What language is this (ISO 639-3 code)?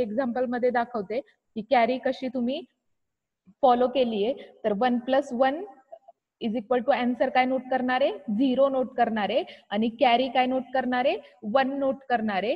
mar